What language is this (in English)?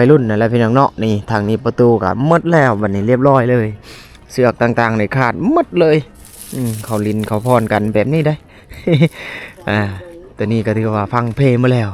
Lao